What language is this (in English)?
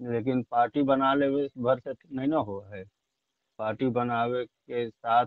Magahi